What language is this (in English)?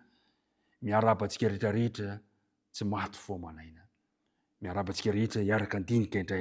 Malagasy